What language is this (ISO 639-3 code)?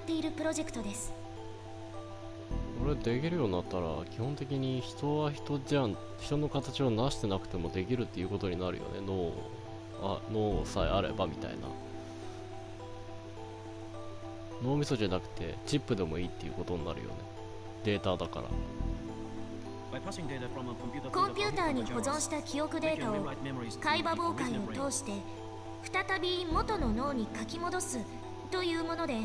jpn